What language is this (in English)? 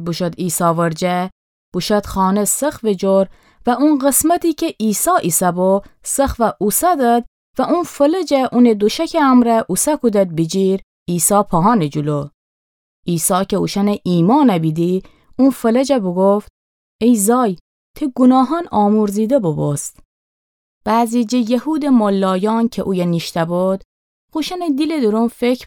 Gilaki